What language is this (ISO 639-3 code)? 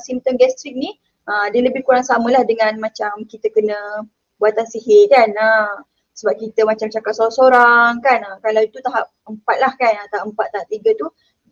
msa